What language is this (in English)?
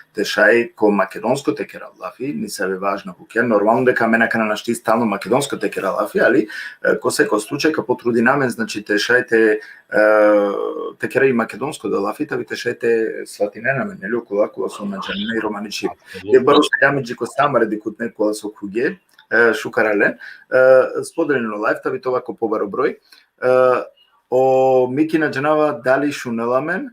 Balkan Romani